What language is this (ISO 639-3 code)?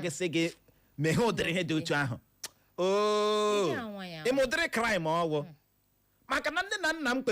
ibo